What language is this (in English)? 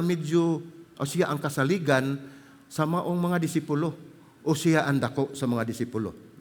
Cebuano